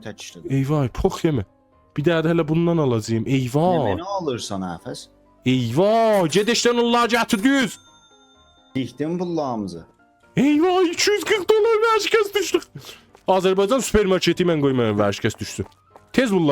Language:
South Azerbaijani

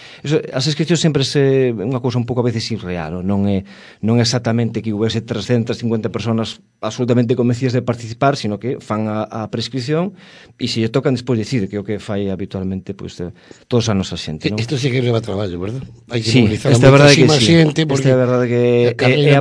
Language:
Galician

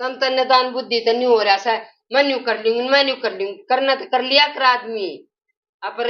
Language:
Haryanvi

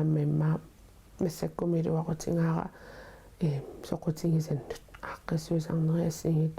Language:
Kalaallisut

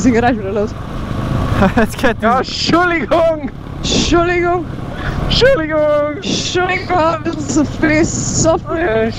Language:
Bavarian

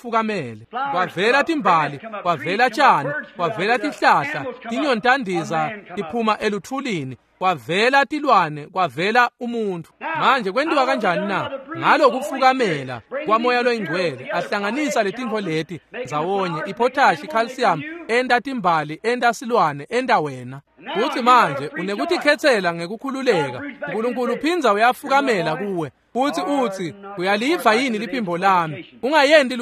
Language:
Swati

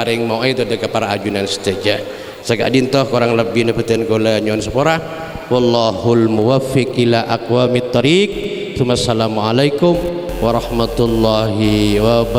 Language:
Madurese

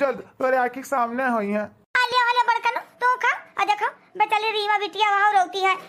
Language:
Awadhi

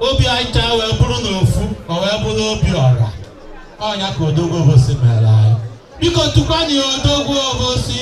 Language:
Igbo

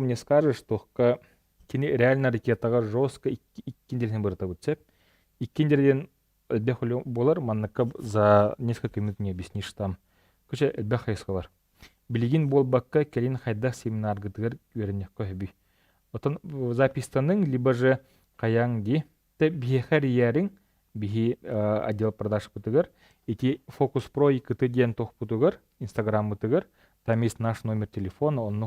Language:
Yakut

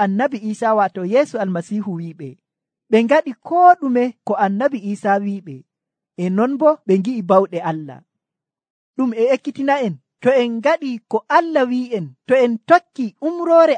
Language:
Nigerian Fulfulde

